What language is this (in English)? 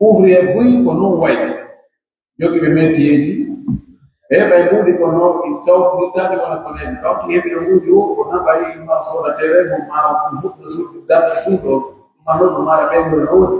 Pular